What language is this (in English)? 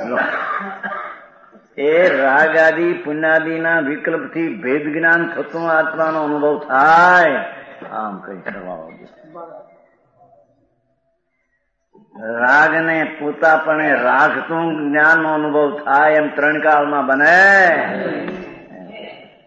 Gujarati